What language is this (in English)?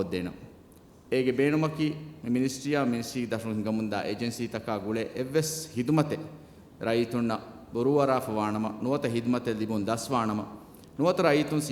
Divehi